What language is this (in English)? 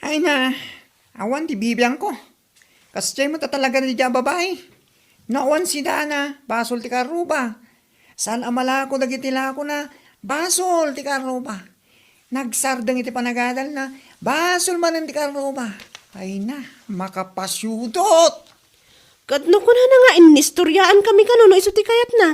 Iloko